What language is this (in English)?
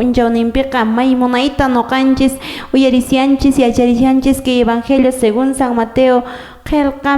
Quechua